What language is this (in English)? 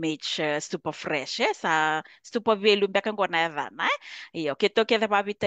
Fijian